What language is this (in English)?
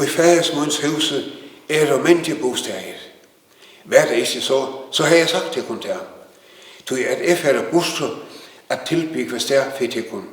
Faroese